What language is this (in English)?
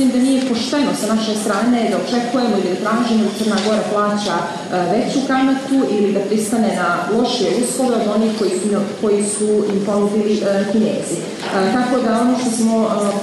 Serbian